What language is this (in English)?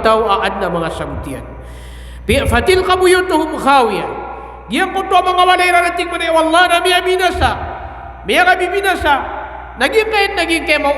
Maranao